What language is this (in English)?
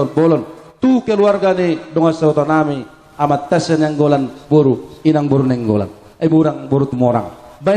Batak Toba